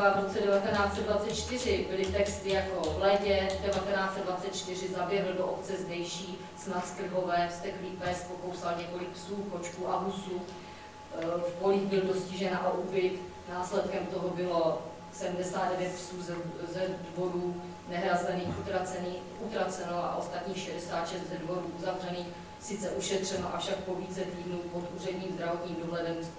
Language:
Czech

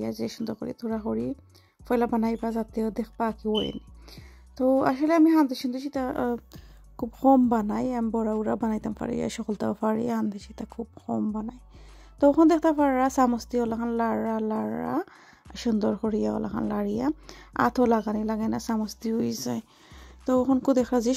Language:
Sylheti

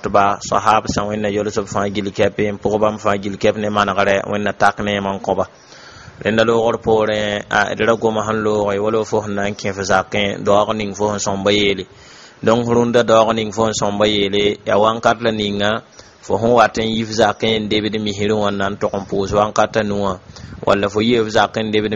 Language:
Mossi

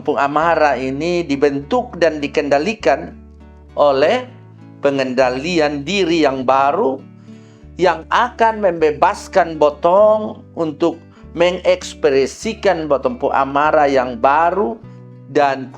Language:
Kupang Malay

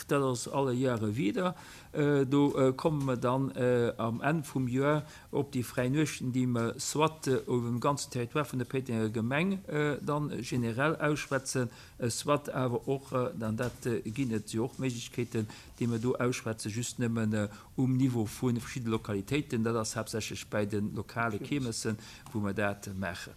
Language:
Luxembourgish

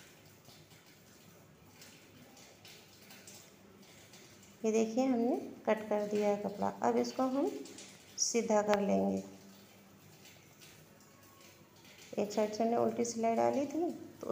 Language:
Hindi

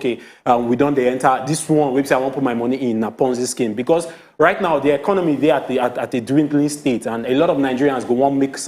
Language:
Nigerian Pidgin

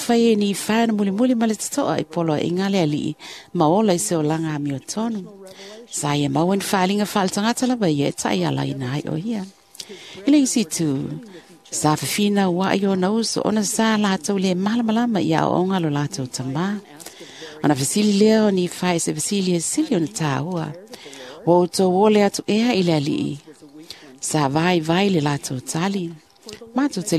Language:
Samoan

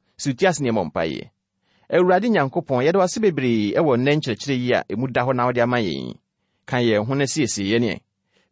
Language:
Akan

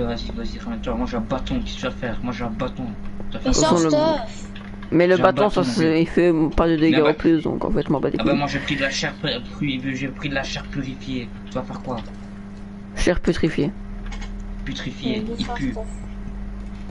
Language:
French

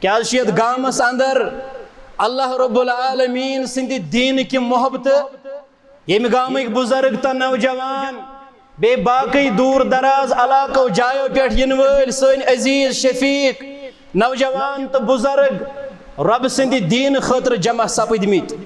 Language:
Kashmiri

